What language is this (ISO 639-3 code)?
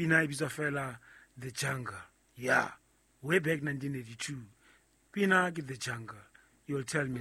sot